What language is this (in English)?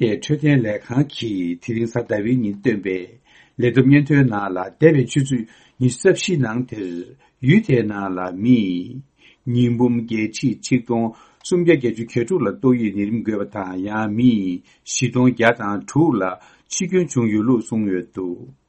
Tibetan